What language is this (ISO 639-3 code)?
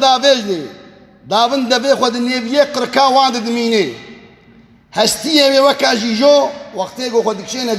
kur